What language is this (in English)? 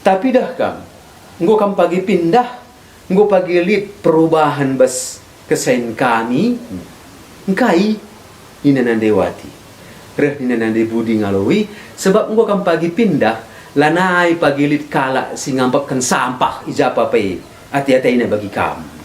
Batak Karo